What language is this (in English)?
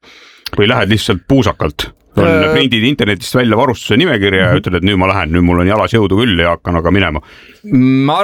Estonian